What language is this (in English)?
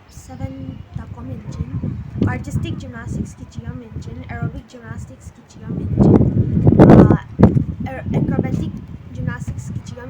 Paite Chin